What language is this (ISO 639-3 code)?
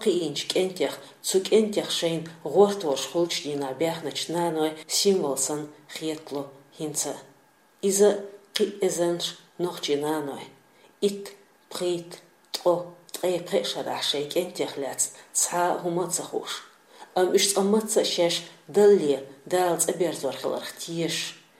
che